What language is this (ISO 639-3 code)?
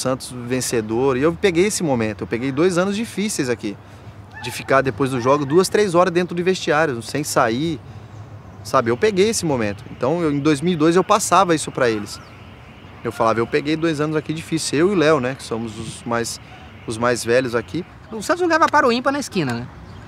por